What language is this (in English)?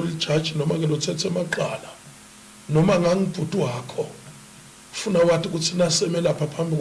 Zulu